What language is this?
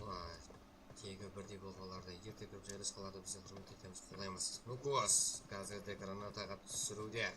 Kara-Kalpak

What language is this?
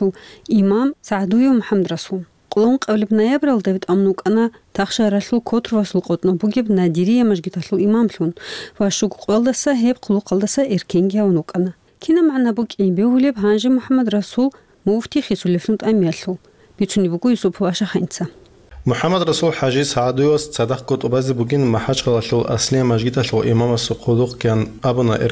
Avaric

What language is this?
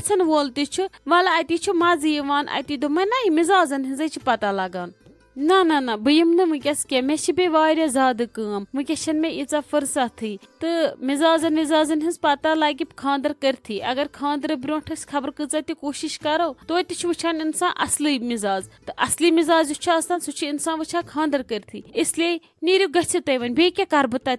Kashmiri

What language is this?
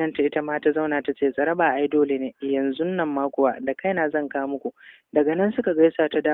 Hausa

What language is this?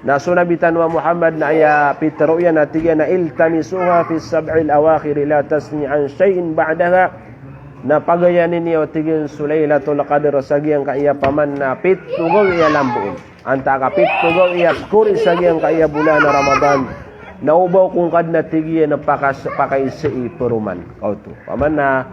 Maranao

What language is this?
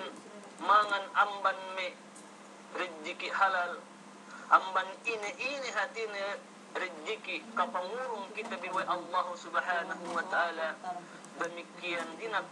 Yakan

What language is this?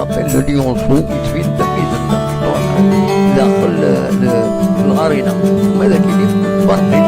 Kabyle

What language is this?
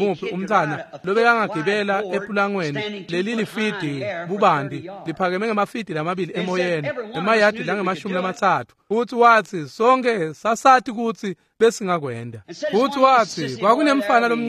Swati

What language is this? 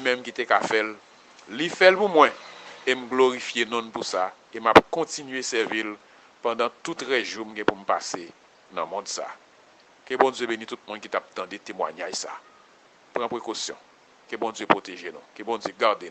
Haitian Creole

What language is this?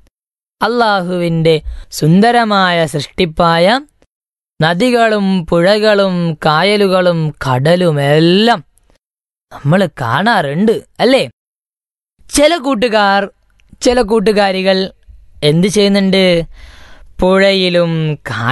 Malayalam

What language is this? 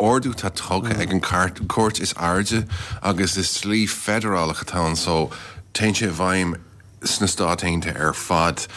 Irish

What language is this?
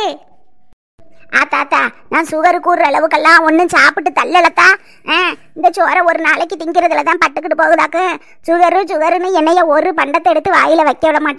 Tamil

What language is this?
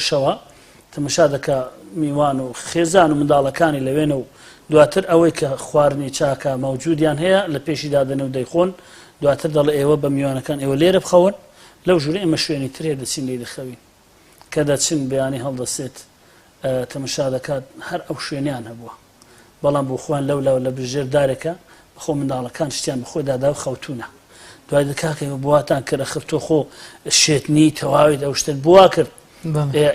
Central Kurdish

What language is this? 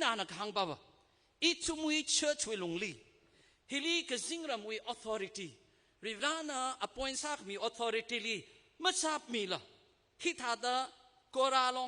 Tangkhul Naga (India)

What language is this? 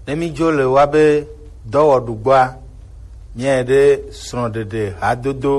Gen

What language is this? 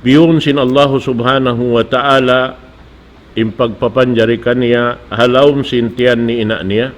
Tausug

